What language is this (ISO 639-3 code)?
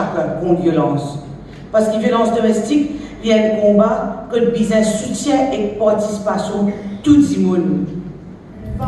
mfe